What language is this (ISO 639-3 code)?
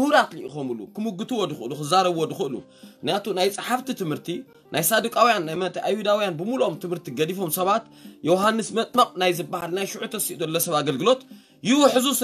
tir